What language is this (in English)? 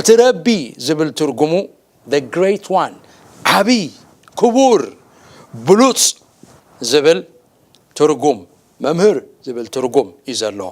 Tigrinya